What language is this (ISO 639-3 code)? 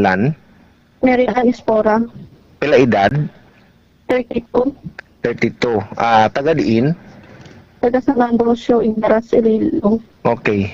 hil